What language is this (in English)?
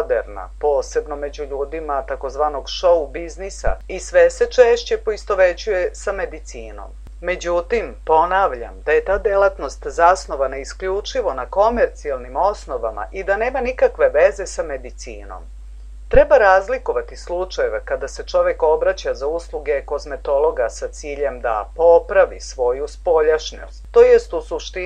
Serbian